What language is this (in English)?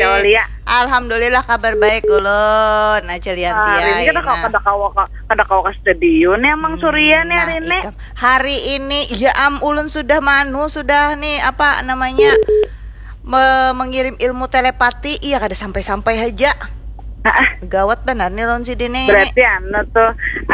Banjar